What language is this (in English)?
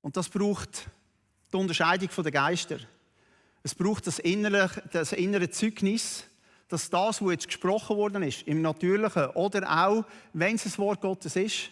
Swiss German